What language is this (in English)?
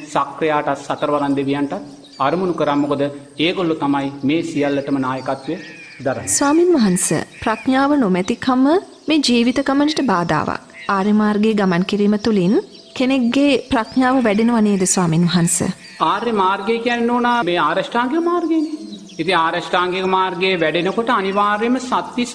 Sinhala